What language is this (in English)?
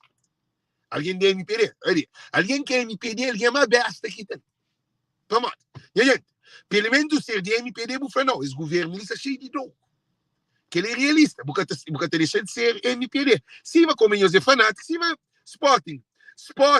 Kabuverdianu